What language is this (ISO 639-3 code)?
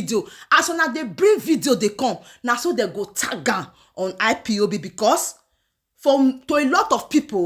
pcm